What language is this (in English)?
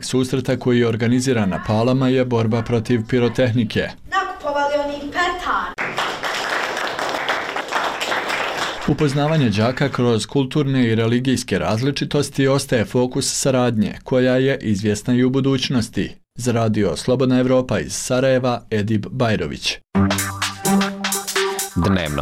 Bosnian